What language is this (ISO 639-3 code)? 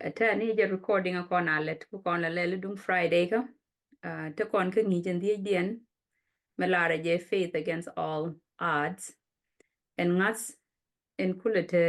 nus